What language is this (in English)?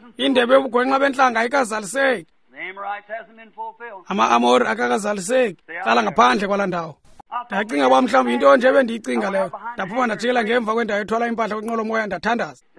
Xhosa